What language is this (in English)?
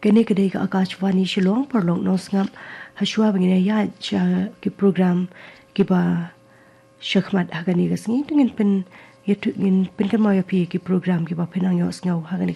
Khasi